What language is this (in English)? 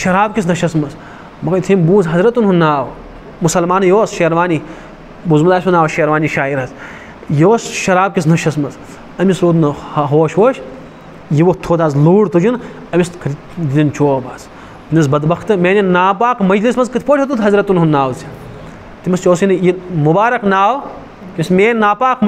Kashmiri